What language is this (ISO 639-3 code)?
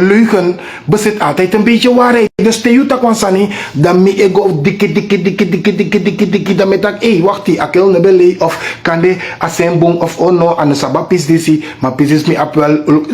srn